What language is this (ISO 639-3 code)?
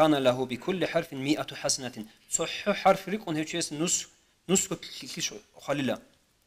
ava